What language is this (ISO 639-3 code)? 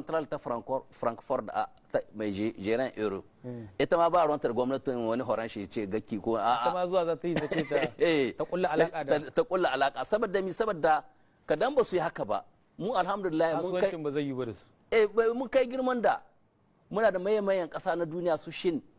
hau